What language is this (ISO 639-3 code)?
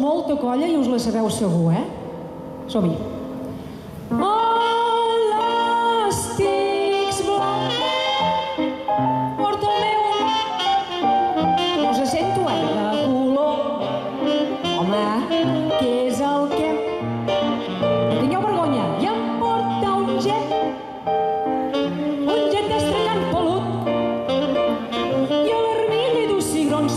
cat